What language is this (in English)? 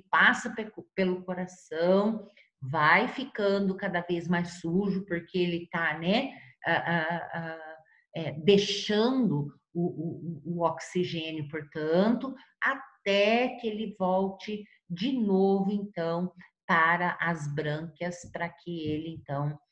Portuguese